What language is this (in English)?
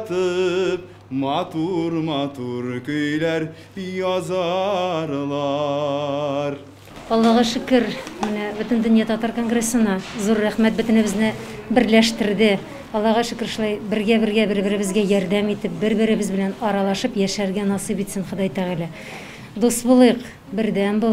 Tatar